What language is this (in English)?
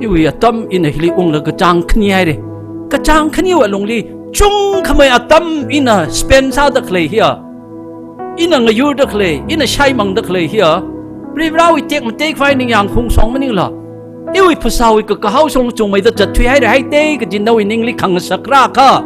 Tangkhul Naga (India)